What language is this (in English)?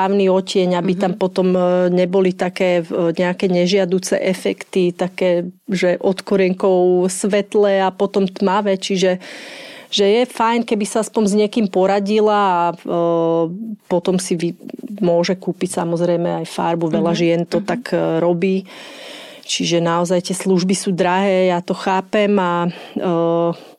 Slovak